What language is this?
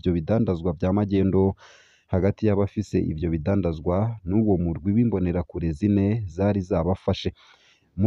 Rundi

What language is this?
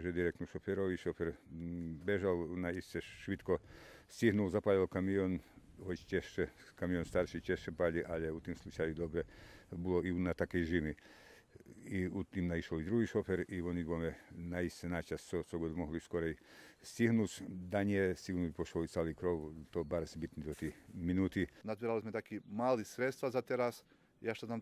Rusyn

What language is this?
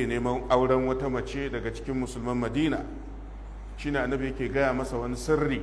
Hausa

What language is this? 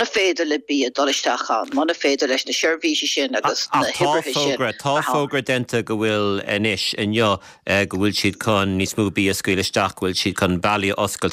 Irish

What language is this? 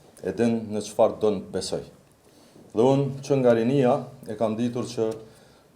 Albanian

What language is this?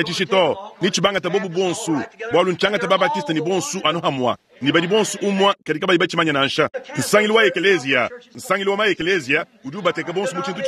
Luba-Lulua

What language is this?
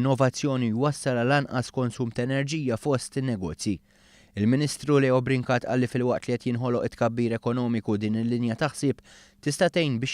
Maltese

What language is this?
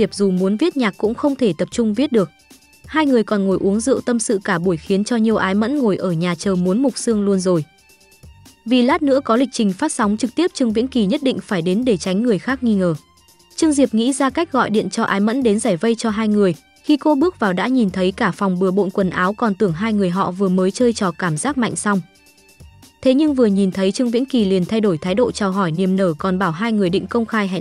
Vietnamese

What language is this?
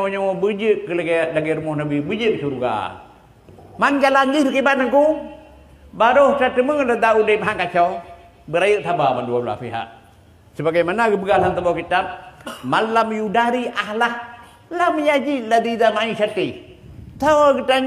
Achinese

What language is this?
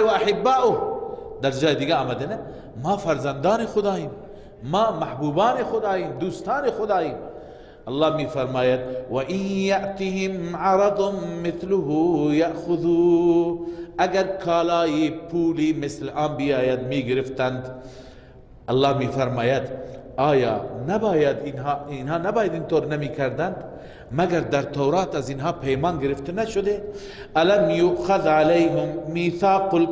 Persian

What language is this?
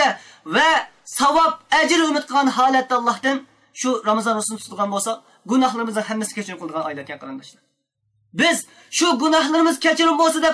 Uyghur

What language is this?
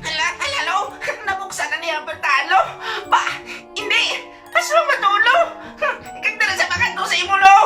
Hiligaynon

